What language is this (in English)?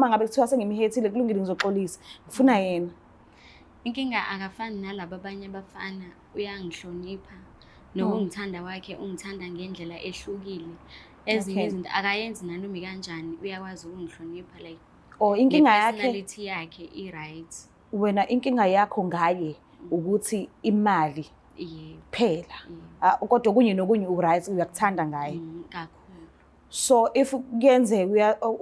Zulu